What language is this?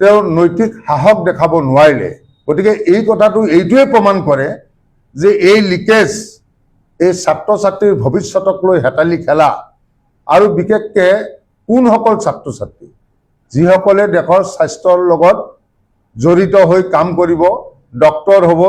Assamese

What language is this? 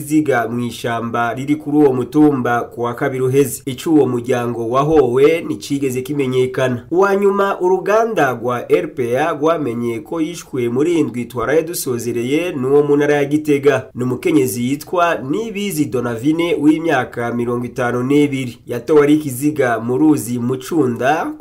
Rundi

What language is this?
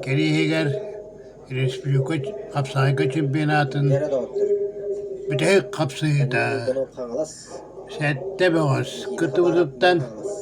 Yakut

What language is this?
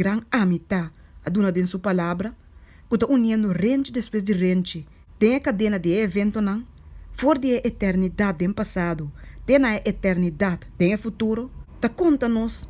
Papiamento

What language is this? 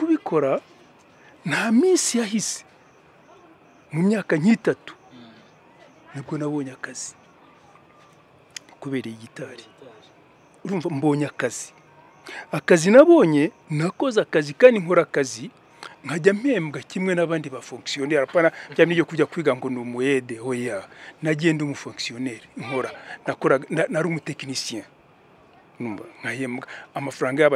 Kinyarwanda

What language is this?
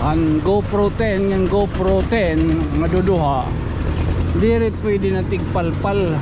Waray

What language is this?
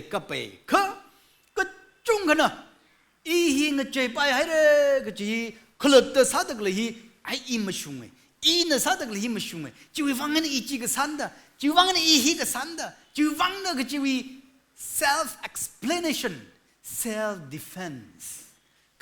Tangkhul Naga (India)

